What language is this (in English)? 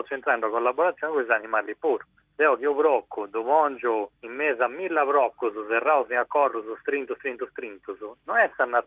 Sardinian